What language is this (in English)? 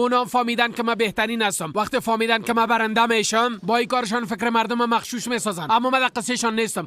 Persian